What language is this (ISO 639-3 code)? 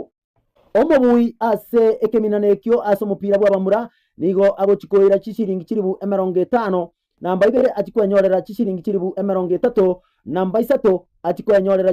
guz